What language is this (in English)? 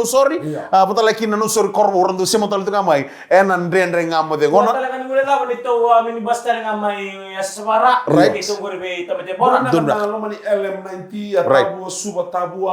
Fijian